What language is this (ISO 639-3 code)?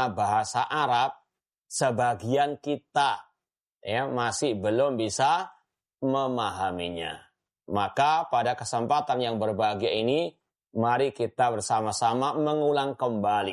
ind